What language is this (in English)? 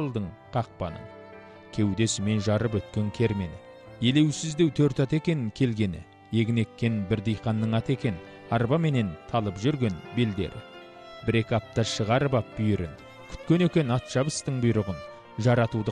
Kazakh